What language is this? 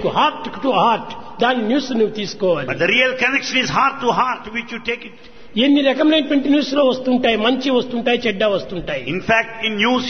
Telugu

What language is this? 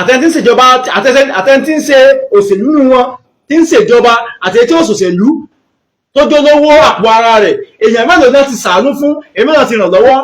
Yoruba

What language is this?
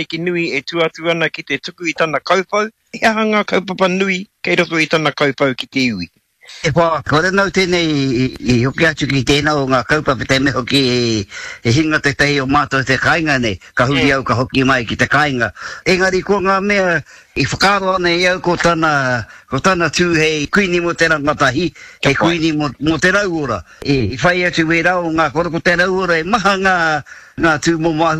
Māori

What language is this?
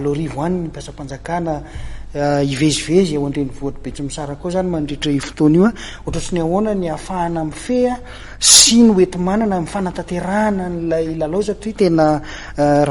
Malagasy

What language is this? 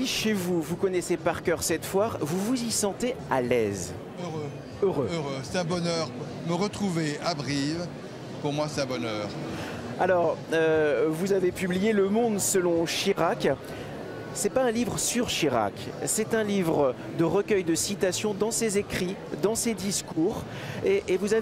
French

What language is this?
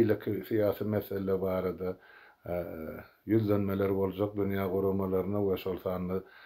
Turkmen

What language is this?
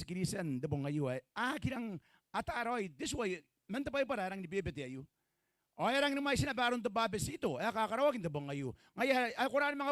Gilbertese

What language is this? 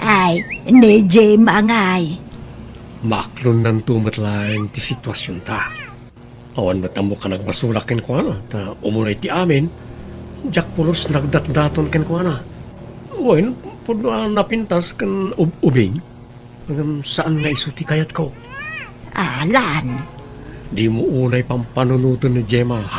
Iloko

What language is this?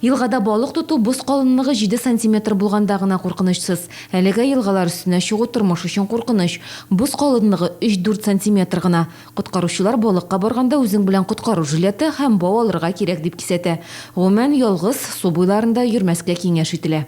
Tatar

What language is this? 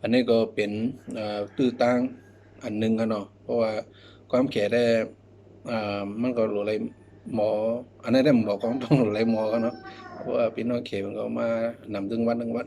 Shan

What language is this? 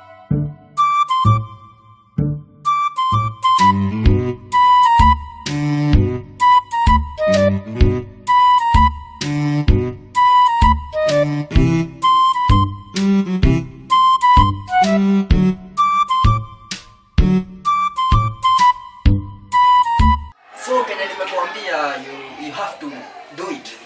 Swahili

